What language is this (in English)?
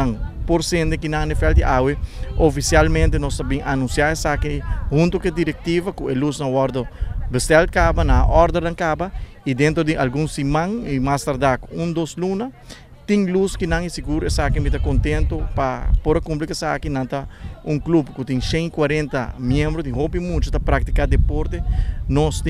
Papiamento